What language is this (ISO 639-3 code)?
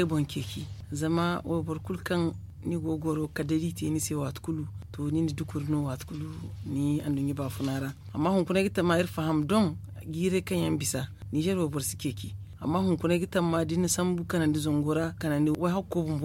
dje